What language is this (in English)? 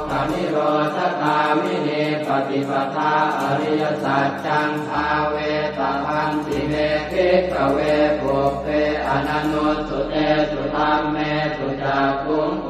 Pali